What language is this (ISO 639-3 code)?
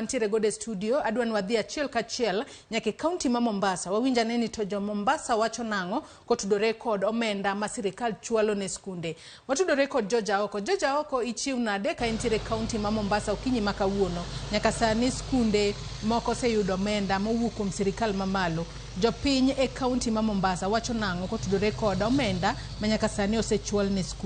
luo